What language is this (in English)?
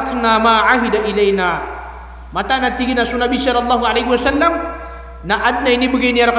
Maranao